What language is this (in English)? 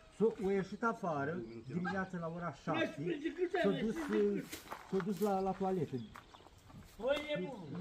Romanian